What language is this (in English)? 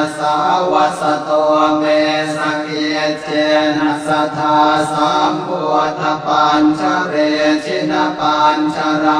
Pali